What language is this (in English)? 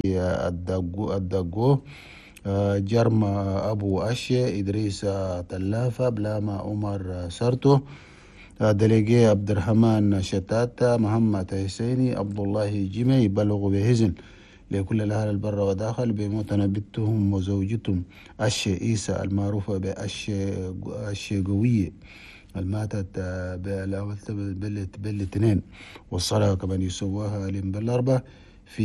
Chadian Arabic